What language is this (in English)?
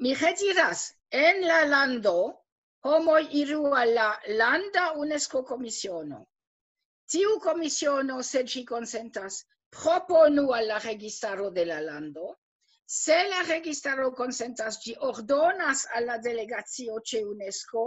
Esperanto